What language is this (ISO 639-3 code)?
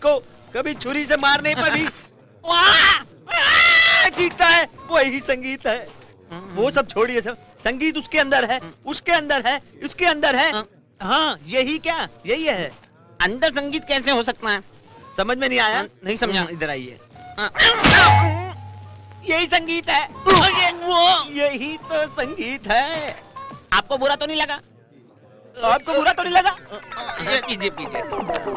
hin